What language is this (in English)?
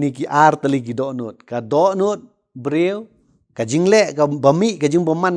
Khasi